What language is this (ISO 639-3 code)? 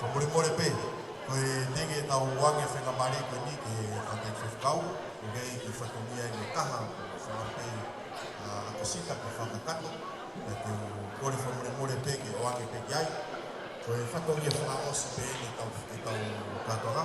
ton